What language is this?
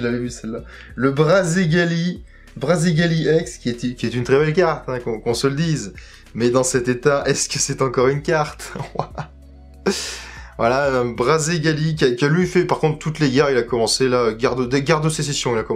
French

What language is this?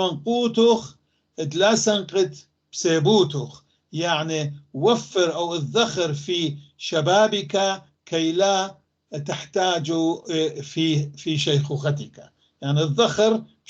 North Levantine Arabic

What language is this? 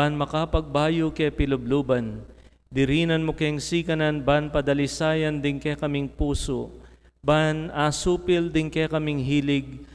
Pampanga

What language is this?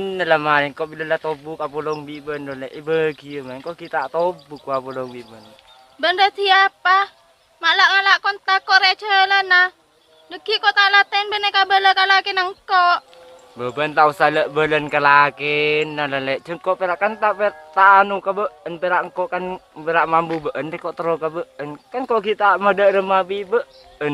Madurese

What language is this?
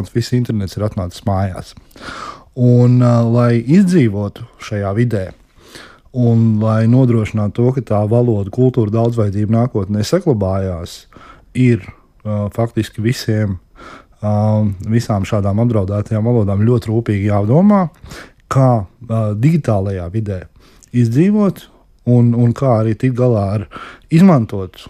Latvian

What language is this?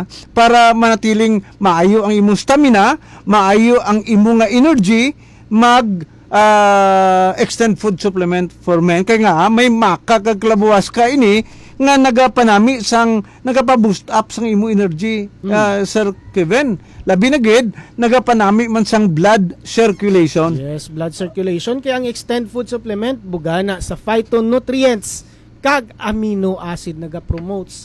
Hiligaynon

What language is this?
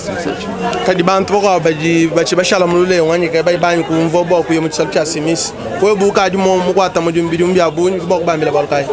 Luba-Lulua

